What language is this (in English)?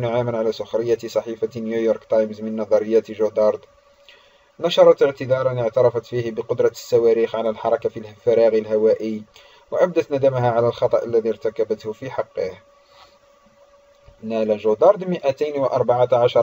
Arabic